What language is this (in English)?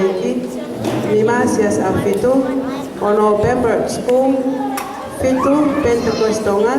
Tongan